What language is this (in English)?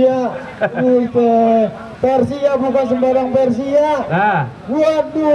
Betawi